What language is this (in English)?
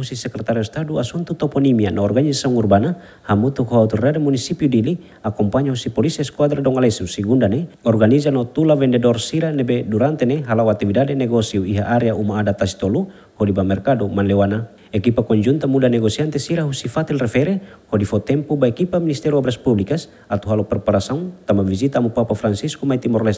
Tetum